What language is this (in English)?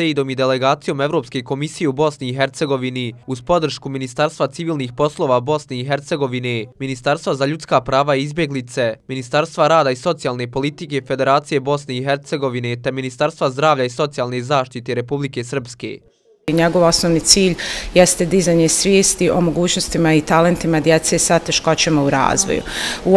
Bosnian